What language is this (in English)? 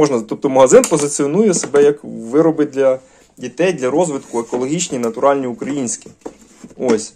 Ukrainian